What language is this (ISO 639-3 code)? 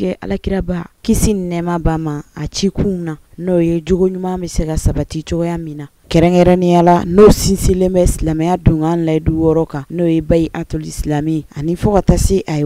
bam